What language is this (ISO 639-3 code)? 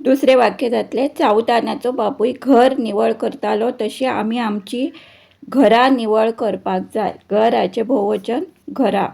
kok